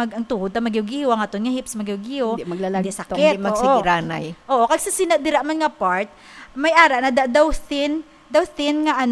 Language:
Hiligaynon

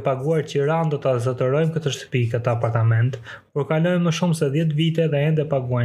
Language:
Albanian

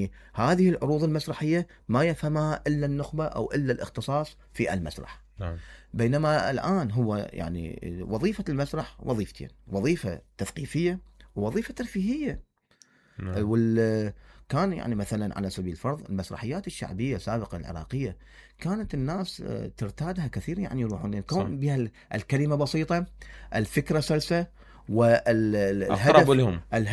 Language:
Mesopotamian Arabic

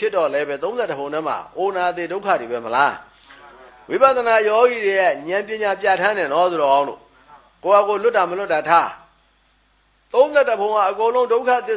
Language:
Burmese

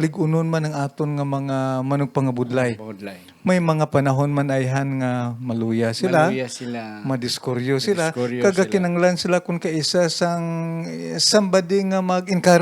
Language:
Hiligaynon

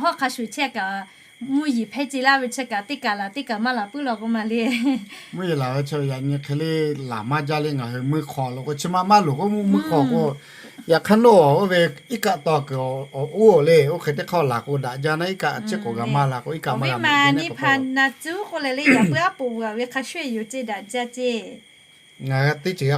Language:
Lahu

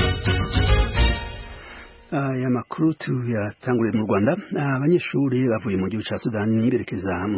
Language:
Kinyarwanda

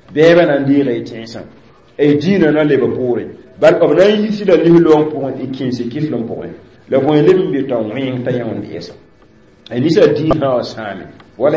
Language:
Mossi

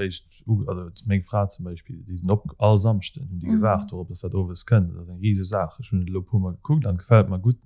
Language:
Luxembourgish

